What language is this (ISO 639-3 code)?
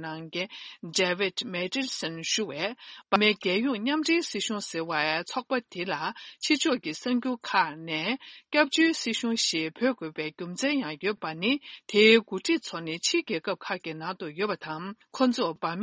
bod